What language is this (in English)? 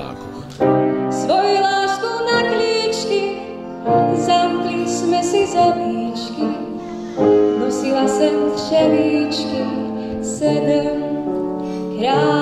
Slovak